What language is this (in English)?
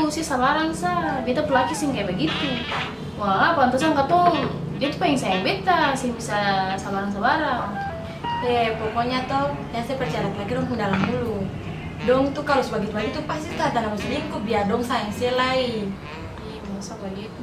Ambonese Malay